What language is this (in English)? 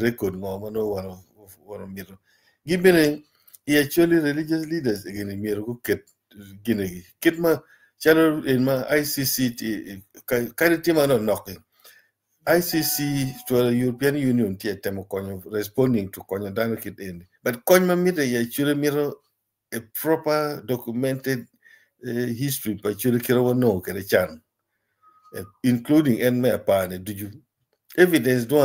Acoli